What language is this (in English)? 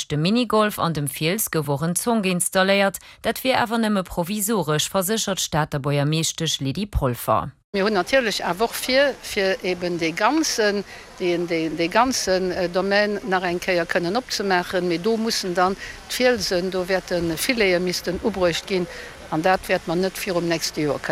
Luxembourgish